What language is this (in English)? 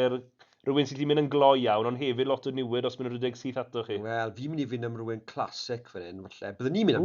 Welsh